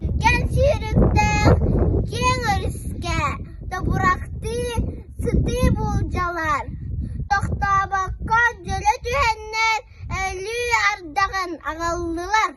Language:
Yakut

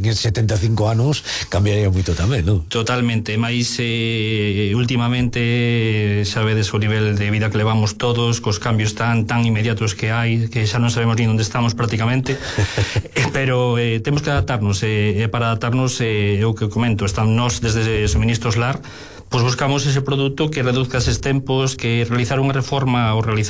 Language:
Galician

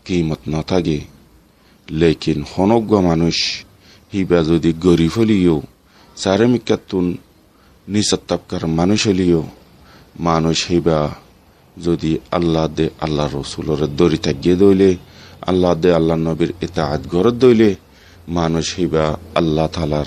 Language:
Rohingya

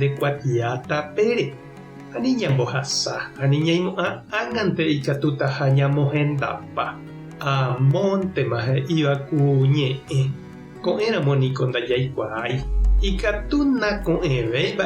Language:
Guarani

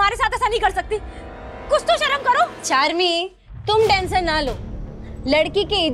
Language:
Hindi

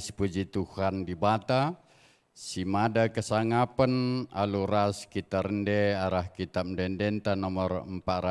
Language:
Batak Karo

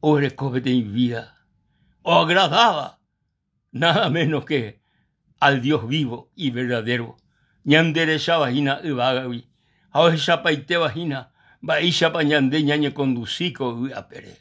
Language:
Guarani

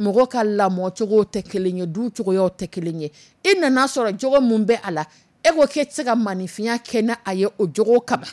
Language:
Dyula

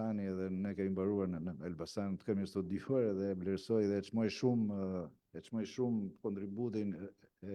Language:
Albanian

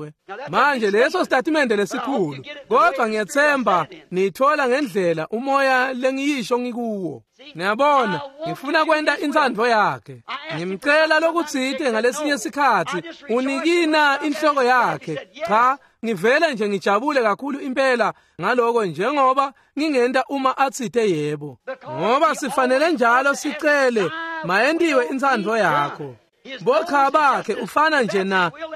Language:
Swati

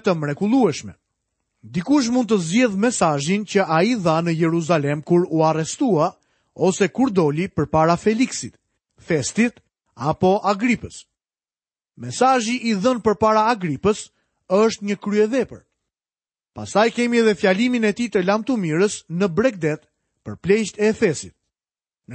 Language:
Albanian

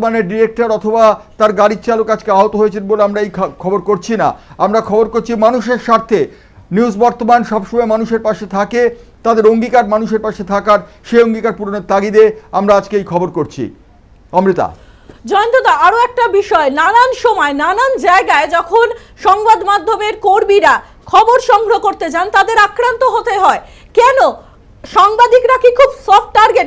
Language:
Bangla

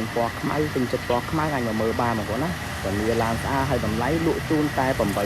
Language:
Khmer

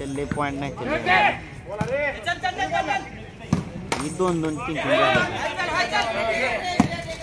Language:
Marathi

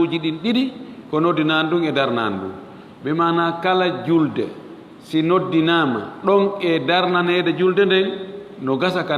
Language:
Fula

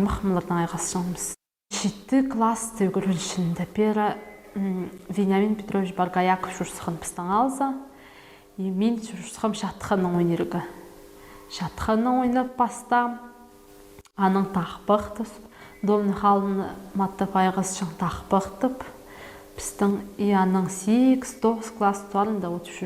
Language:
Khakas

